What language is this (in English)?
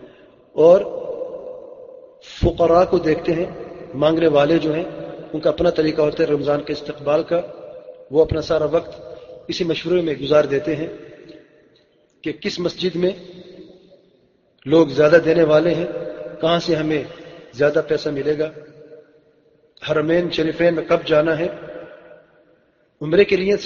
Urdu